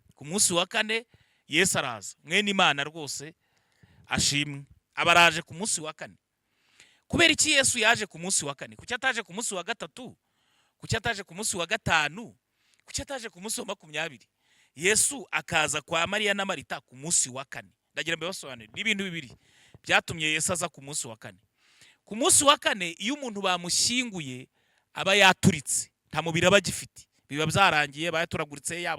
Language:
Kinyarwanda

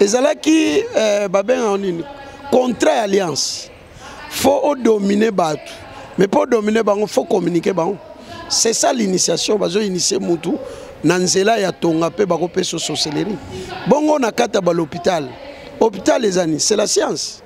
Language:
Lingala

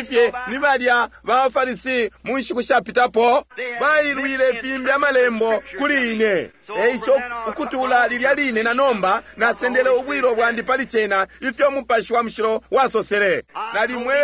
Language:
Bemba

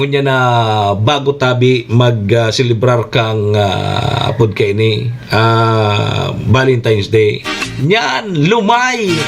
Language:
Bikol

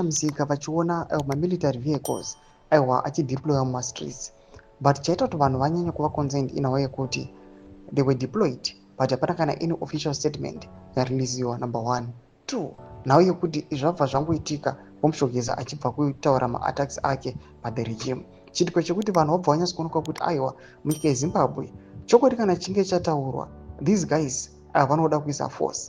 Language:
Shona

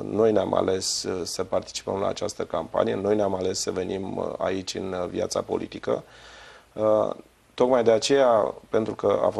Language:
Romanian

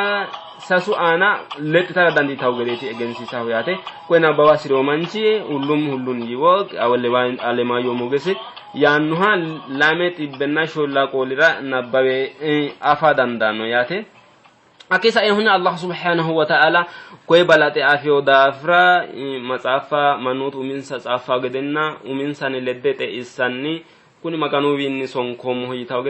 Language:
Sidamo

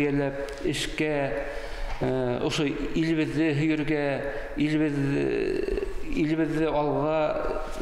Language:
Bashkir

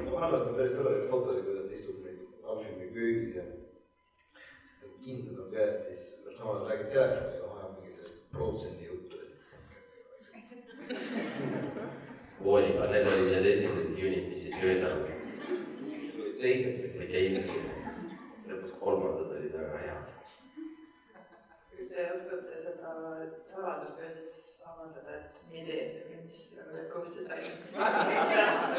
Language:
Estonian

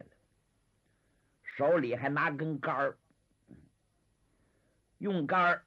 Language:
Korean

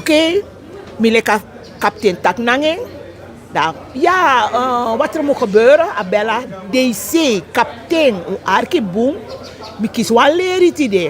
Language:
Sranan Tongo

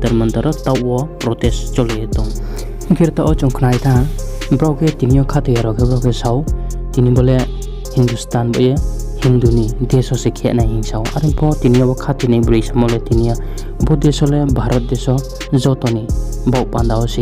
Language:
Riang (India)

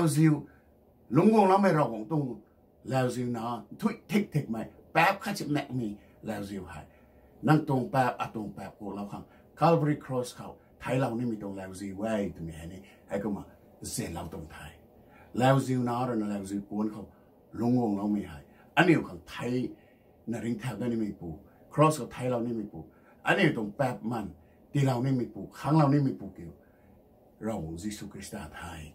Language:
Rongmei Naga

